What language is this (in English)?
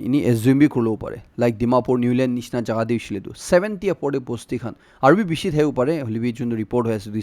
Naga Pidgin